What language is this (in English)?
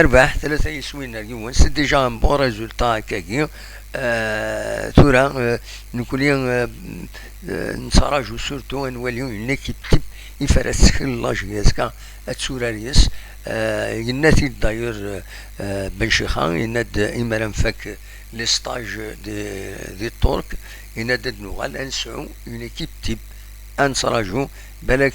Kabyle